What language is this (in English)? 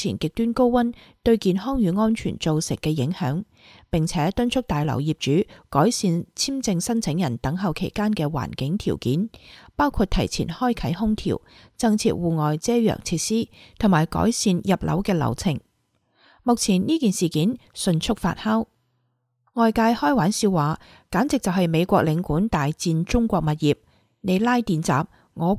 Cantonese